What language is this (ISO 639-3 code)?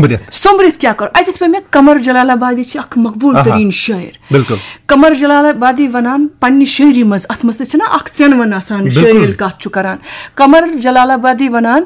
kas